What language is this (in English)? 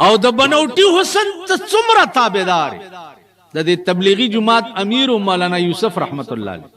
Pashto